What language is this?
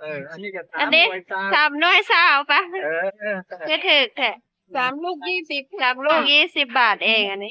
Northeastern Thai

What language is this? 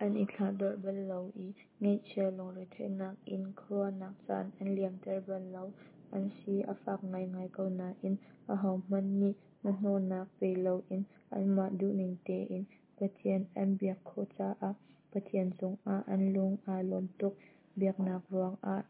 Hakha Chin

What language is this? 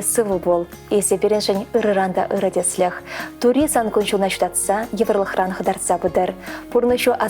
Chuvash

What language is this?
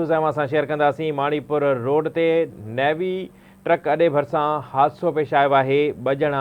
Sindhi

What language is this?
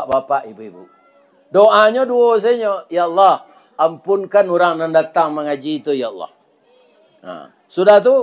Minangkabau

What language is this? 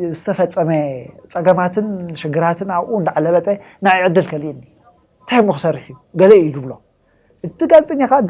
Tigrinya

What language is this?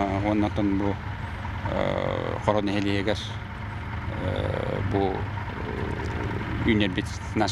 Yakut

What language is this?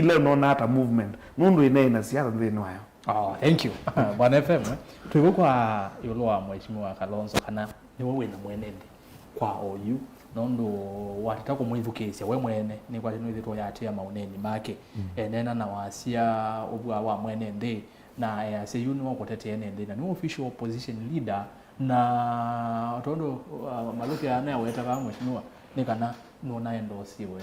Kamba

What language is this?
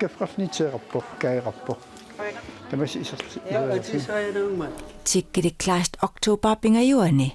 Kalaallisut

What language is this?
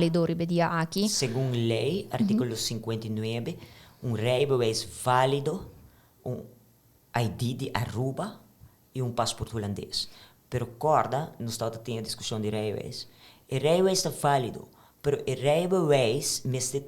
Papiamento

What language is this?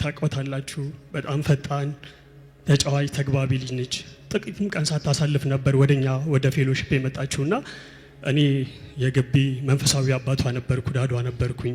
Amharic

